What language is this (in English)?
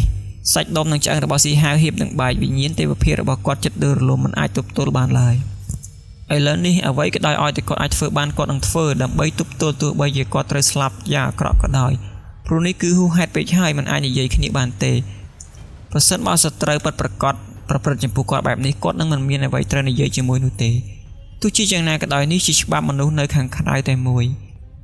Khmer